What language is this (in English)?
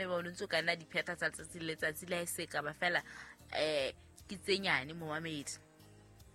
Southern Sotho